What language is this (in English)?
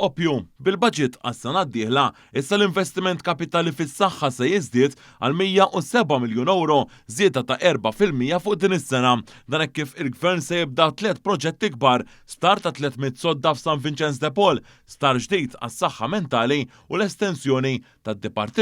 Maltese